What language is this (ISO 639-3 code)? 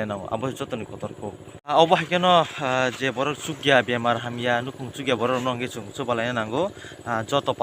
trp